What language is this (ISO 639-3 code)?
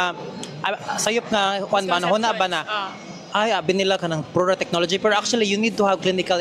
ceb